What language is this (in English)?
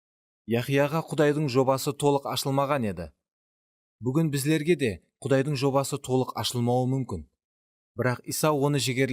Kara-Kalpak